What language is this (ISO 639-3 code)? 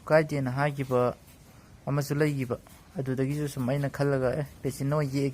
mni